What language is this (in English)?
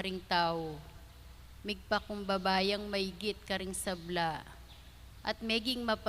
Pampanga